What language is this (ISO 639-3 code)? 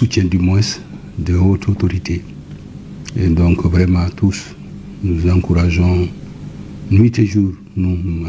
bam